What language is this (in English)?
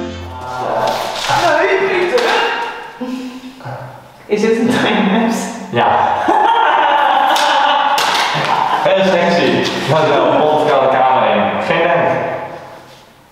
Dutch